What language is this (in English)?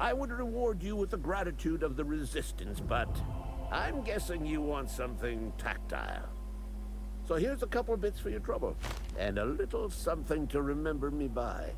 Bavarian